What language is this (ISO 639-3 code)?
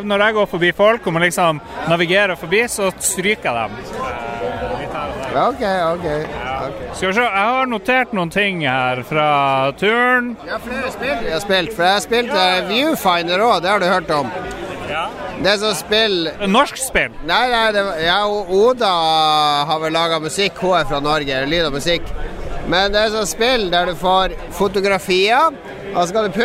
nor